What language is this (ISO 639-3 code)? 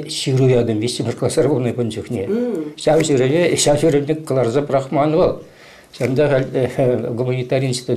chv